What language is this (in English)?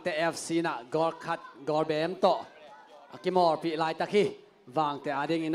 Tedim Chin